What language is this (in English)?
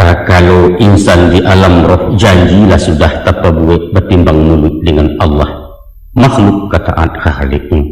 Minangkabau